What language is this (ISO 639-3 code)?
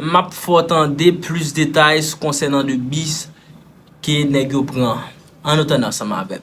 hat